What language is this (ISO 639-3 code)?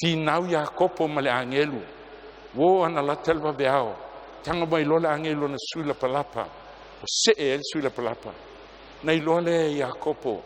smo